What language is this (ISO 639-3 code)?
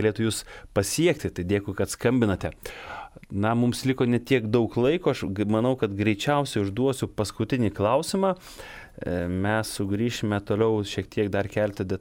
lit